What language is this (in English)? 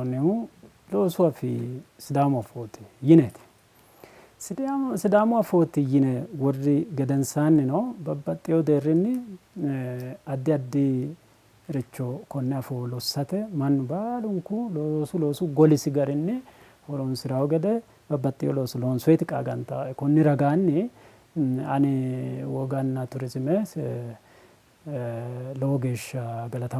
Sidamo